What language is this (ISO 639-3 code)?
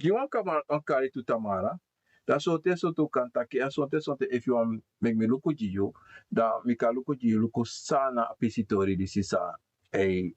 srn